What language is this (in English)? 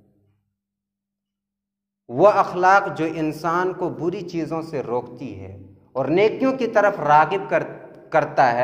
Urdu